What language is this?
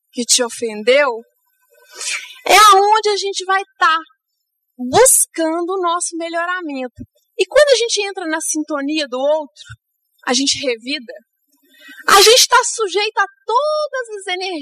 Portuguese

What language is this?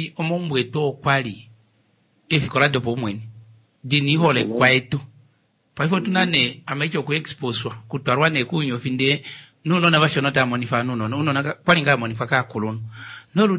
Kuanyama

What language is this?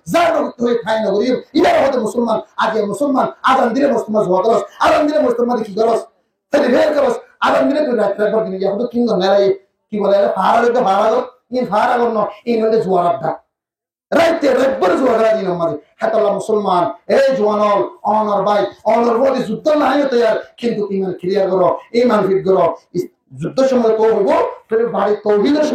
Rohingya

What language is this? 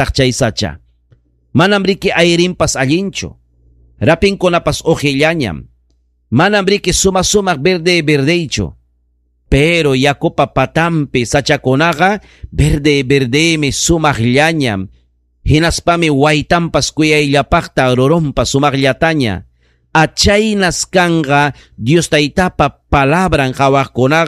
Ayacucho Quechua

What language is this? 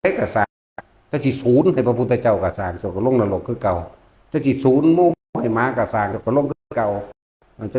Northeastern Thai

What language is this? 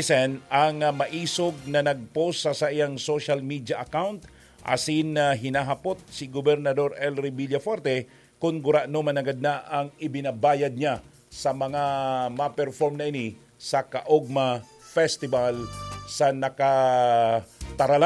Bikol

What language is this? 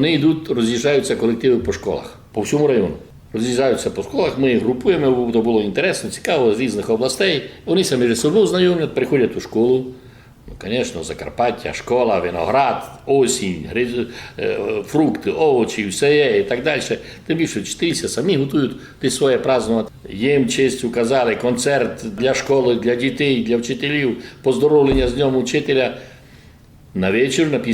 Rusyn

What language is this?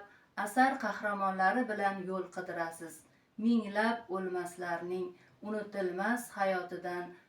Uzbek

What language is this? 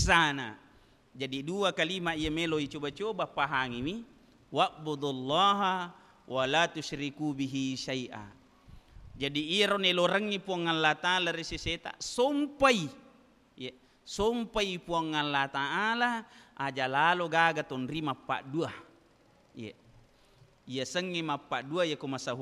Buginese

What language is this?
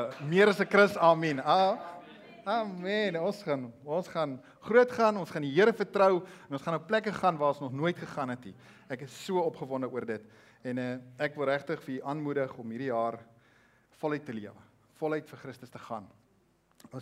Afrikaans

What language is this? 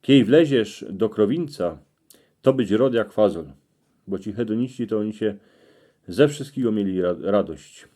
Silesian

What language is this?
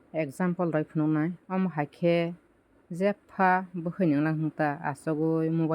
Kok Borok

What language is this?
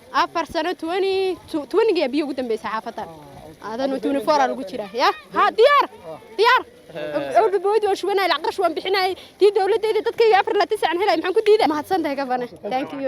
Somali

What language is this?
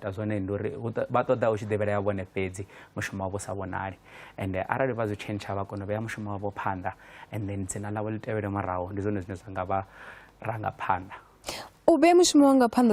Venda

